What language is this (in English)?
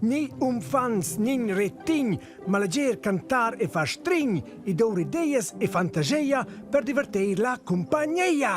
Romansh